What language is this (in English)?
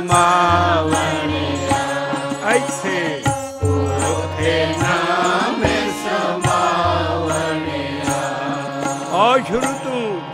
Punjabi